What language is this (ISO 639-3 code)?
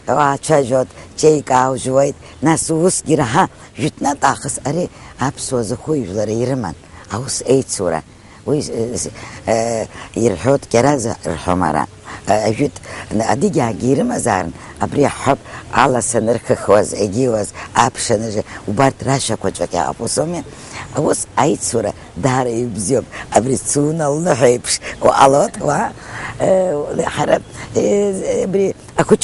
abk